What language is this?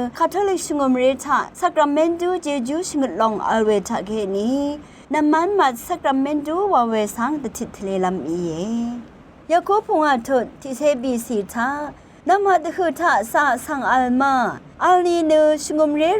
Rawang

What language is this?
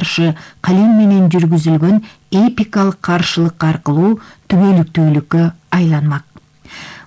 Kyrgyz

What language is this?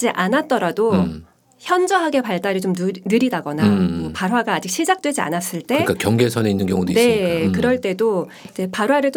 Korean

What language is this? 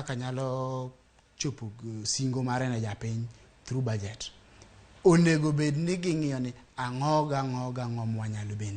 Luo (Kenya and Tanzania)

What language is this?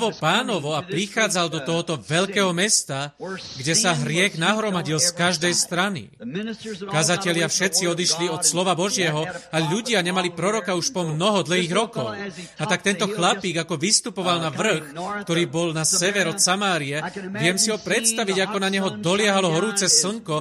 Slovak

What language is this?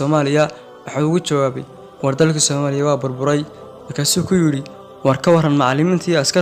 Somali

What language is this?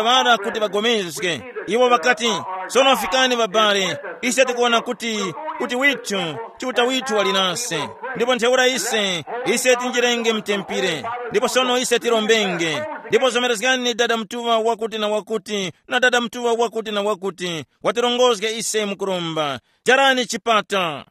Tumbuka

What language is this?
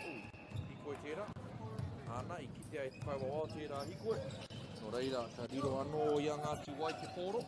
Māori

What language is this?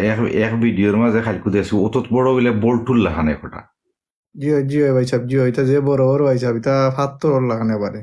Sylheti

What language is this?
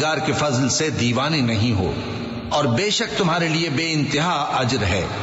Urdu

